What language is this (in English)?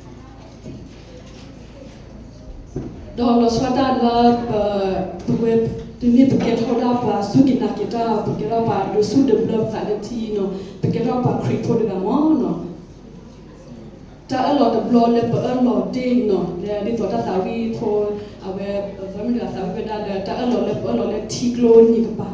S'gaw Karen